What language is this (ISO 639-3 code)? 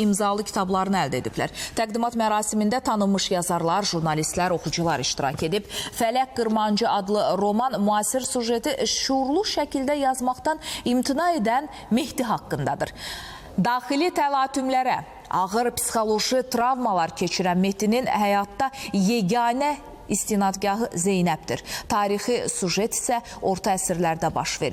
aze